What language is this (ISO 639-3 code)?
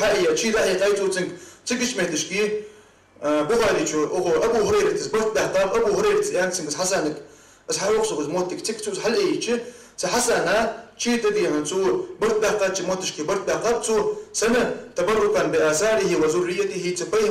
inh